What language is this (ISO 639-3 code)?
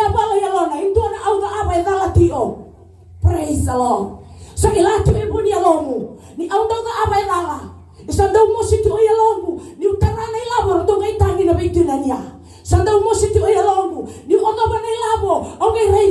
fij